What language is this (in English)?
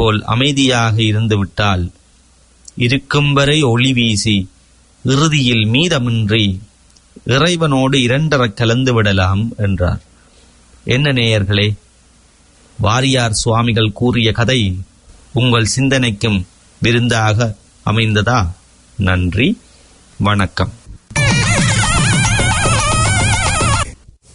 Tamil